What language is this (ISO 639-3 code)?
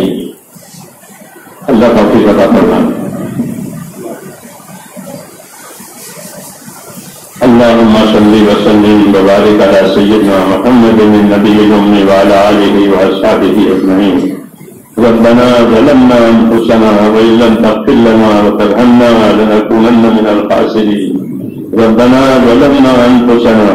urd